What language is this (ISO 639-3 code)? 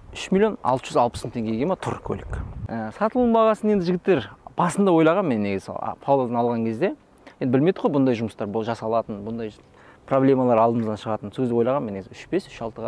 kaz